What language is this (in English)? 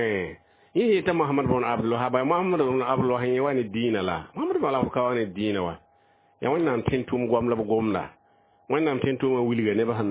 Mossi